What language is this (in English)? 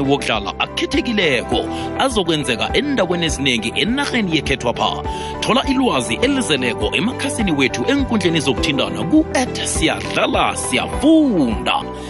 South Ndebele